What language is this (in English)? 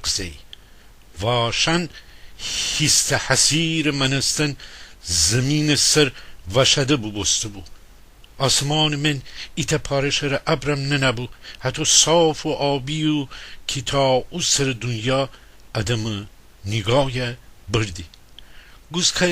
Gilaki